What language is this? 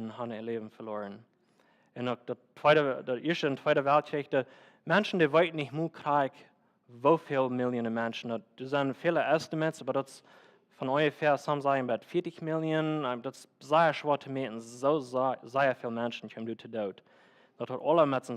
Plautdietsch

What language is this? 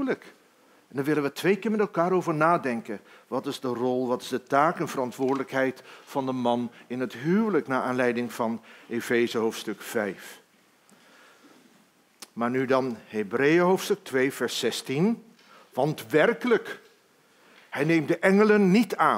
Dutch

